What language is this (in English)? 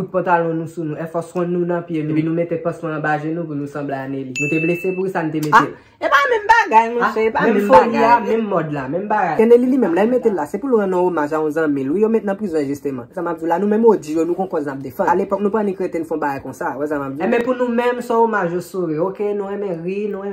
Haitian Creole